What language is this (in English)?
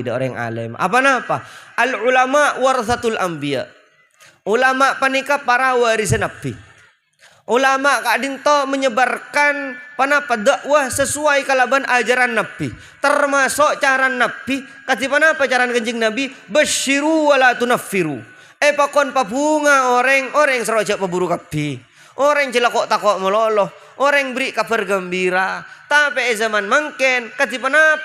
Madurese